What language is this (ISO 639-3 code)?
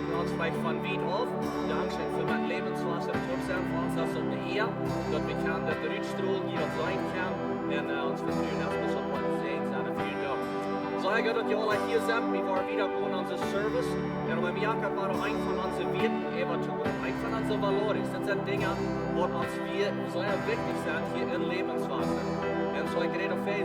pdt